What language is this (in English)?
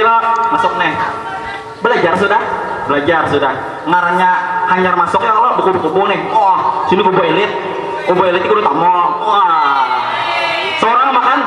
Banjar